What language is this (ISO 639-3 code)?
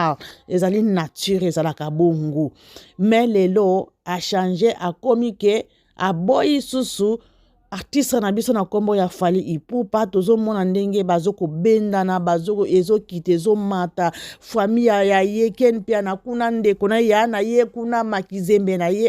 lin